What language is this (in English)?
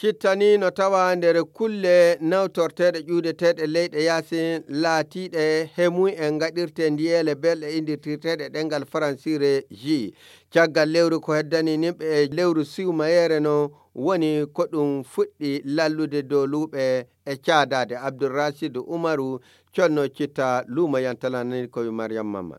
Nigerian Fulfulde